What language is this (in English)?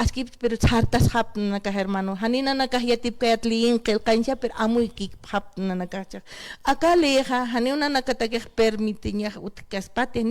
Aymara